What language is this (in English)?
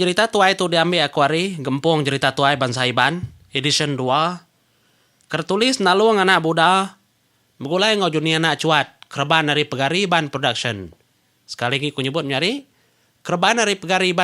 Iban